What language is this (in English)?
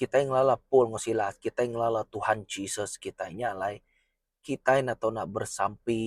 Iban